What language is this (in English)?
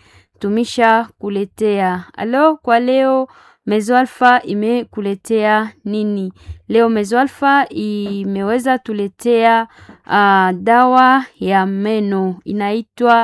Swahili